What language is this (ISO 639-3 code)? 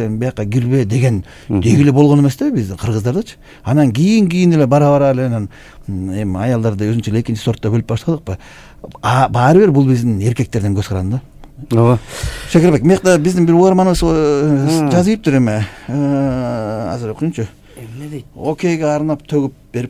kir